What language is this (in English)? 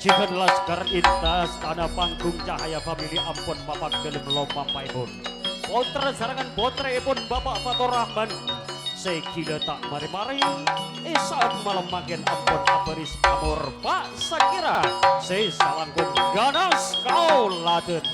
Madurese